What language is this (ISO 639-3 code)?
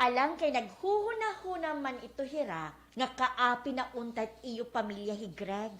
war